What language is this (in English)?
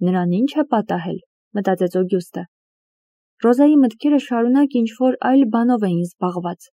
Armenian